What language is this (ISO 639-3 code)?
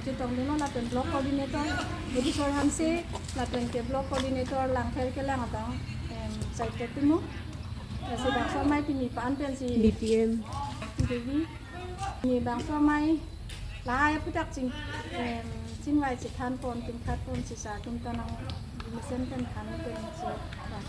mjw